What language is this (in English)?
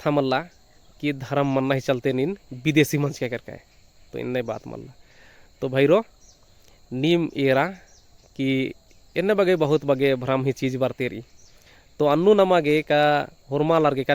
Kurukh